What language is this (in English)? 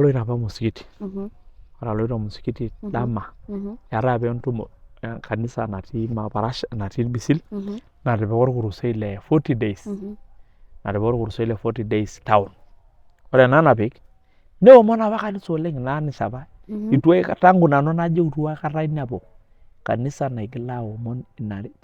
Masai